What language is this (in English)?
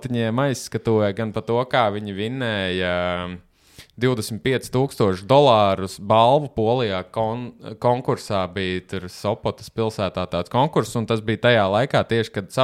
Latvian